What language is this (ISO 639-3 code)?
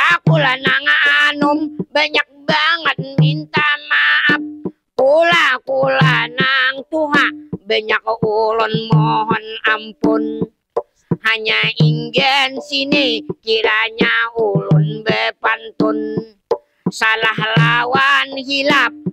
bjn